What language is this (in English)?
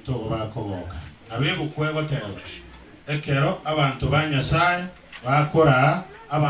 Gusii